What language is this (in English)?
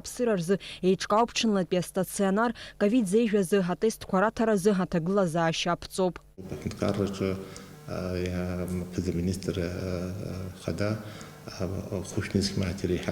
Abkhazian